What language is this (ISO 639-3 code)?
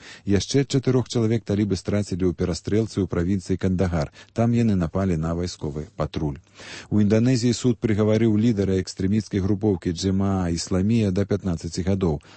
bel